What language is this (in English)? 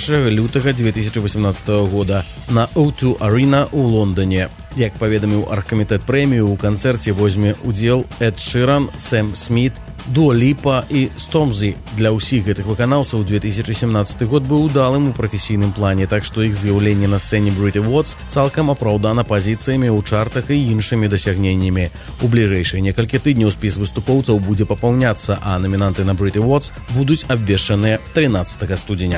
Belarusian